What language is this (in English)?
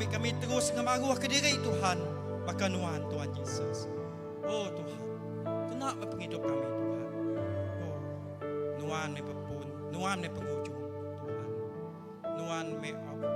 Iban